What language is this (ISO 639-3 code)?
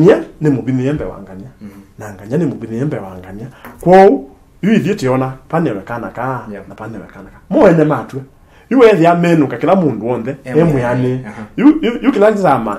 kam